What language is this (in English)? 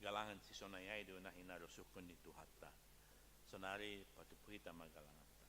Batak Simalungun